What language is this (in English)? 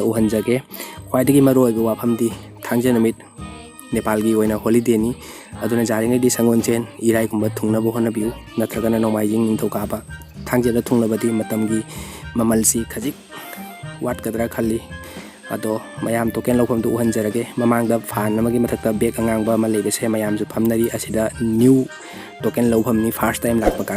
Manipuri